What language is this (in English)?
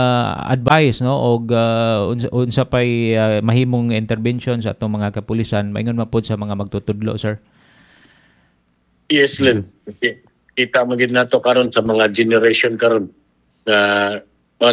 Cebuano